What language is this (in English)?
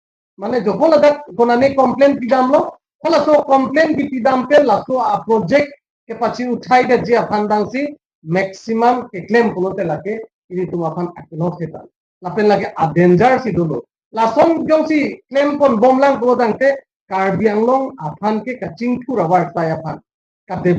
Karbi